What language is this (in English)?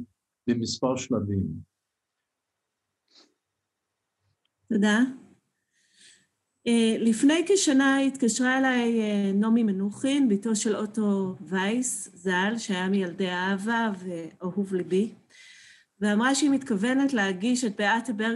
Hebrew